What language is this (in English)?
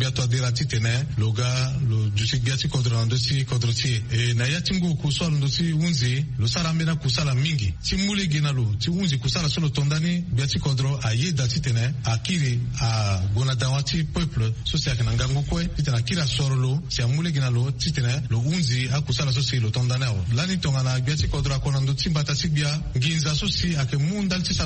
Sango